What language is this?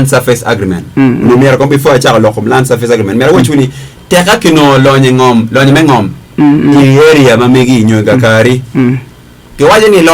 Acoli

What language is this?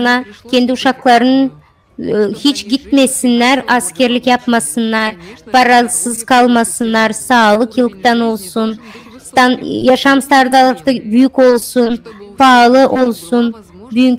Gagauz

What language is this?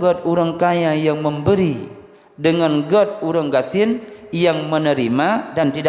Achinese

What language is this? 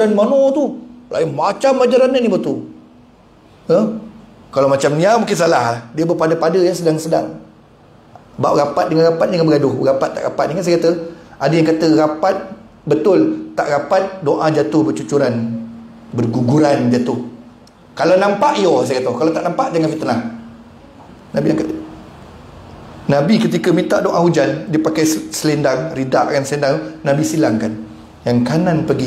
Malay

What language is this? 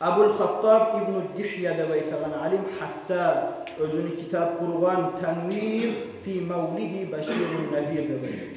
Kumyk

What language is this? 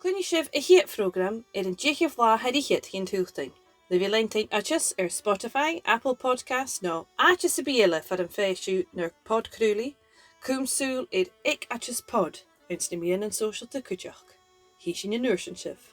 Scottish Gaelic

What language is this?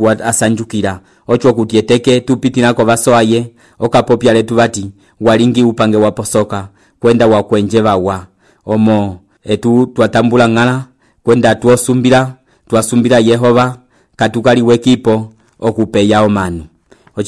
Umbundu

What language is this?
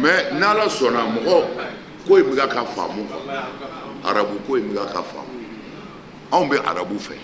Bambara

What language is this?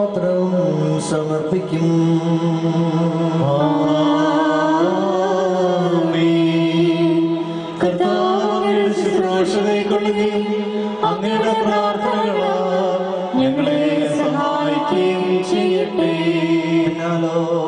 Malayalam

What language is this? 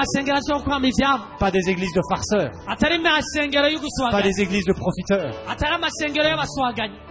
Rundi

